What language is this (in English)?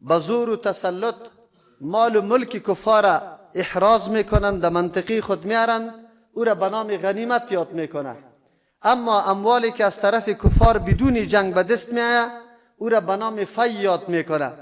Persian